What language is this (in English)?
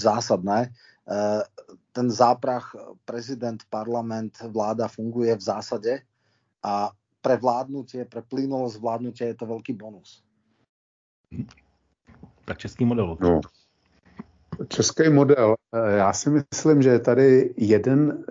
Slovak